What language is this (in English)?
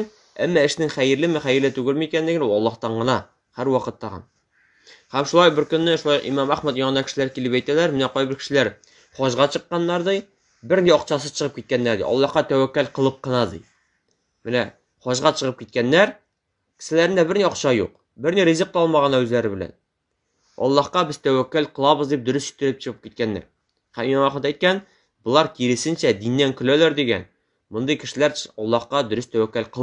Tatar